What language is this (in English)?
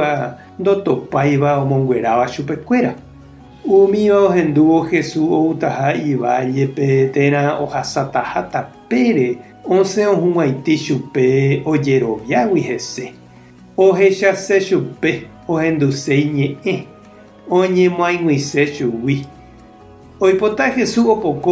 Guarani